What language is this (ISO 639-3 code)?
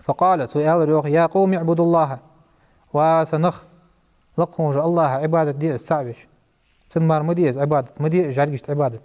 inh